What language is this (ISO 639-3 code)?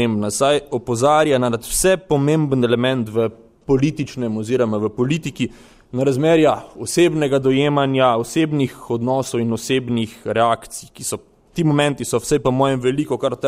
slv